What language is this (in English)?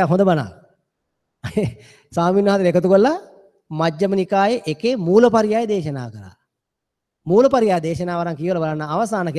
Sinhala